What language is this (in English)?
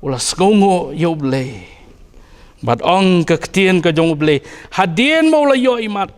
Khasi